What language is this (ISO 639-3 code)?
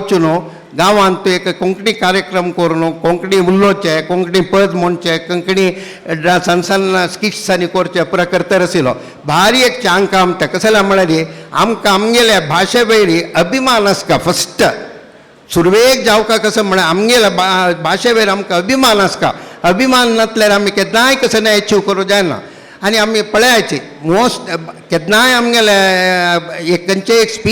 kok